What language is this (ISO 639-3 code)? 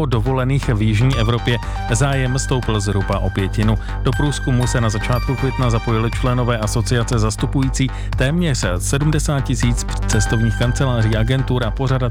ces